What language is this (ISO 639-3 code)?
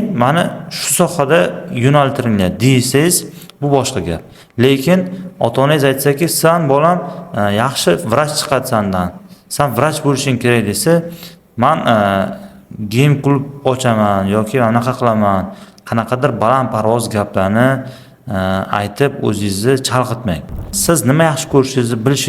uzb